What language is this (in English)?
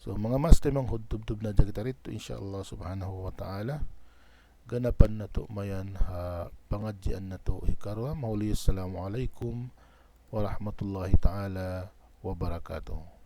Tausug